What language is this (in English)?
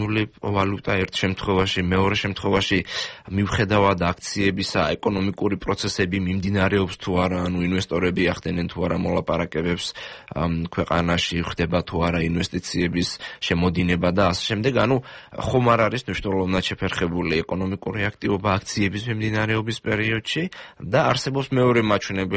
Georgian